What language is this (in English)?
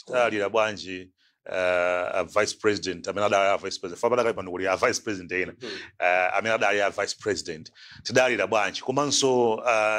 Nyanja